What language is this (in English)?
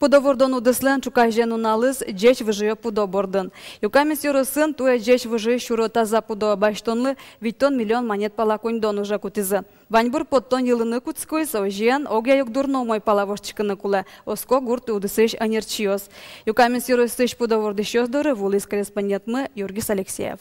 Udmurt